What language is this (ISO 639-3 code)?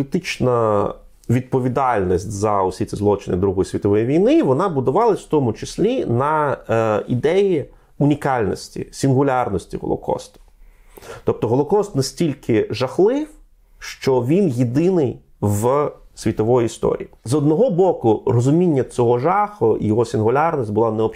ukr